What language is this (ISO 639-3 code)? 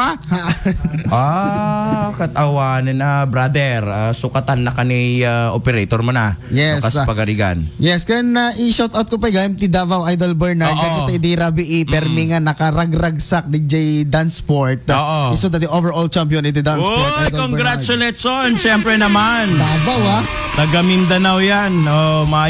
ilo